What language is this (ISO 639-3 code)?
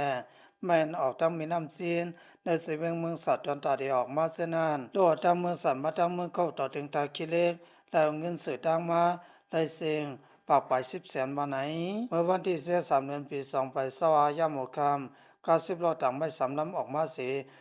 shn